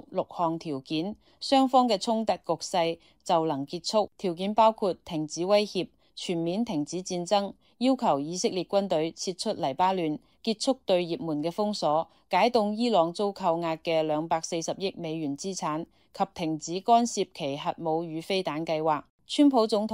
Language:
Cantonese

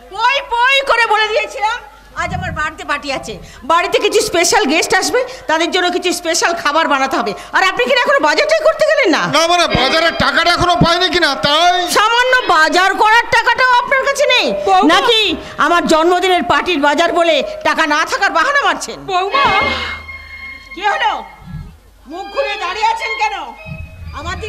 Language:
Bangla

